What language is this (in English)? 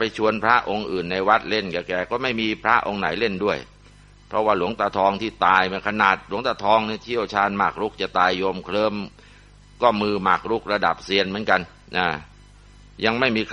Thai